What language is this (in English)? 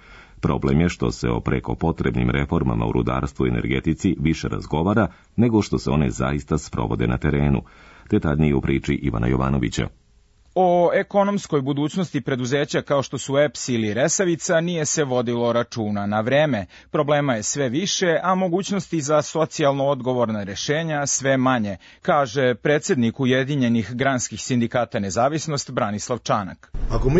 Serbian